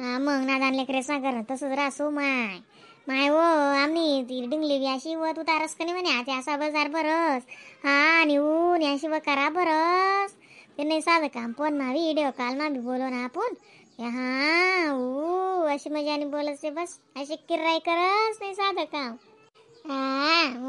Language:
Khandesi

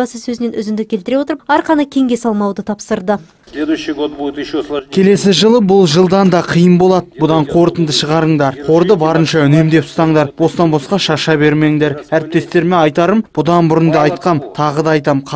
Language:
Kazakh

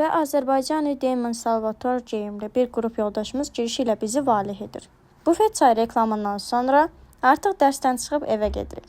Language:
Azerbaijani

